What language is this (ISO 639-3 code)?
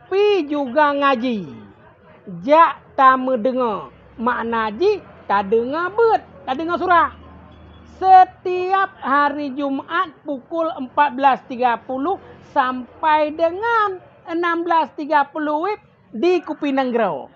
ace